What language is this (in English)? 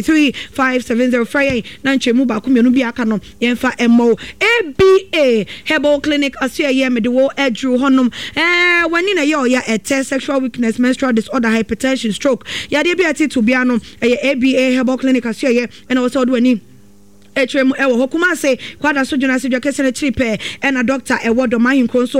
Akan